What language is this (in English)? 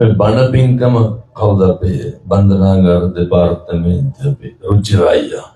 Sinhala